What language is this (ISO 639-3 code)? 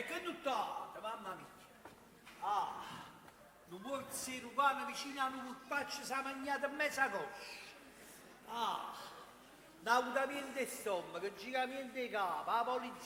nap